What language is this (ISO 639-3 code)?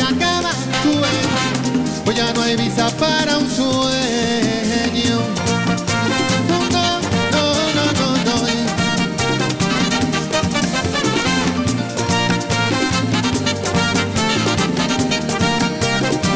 spa